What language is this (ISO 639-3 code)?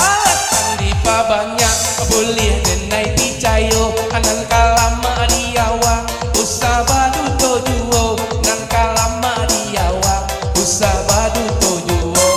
min